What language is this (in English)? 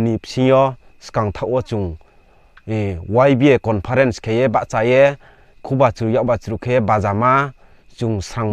Riang (India)